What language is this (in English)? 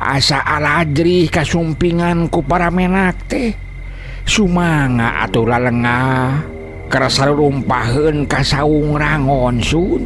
Sundanese